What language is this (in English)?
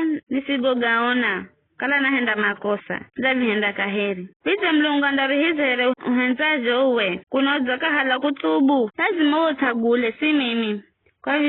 Giryama